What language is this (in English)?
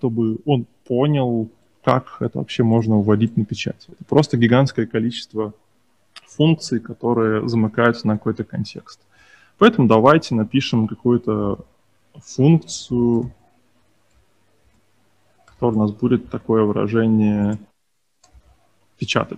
Russian